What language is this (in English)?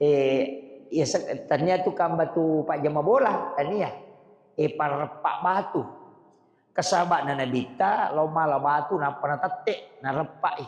Buginese